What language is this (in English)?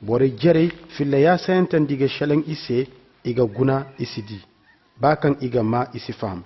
Koyraboro Senni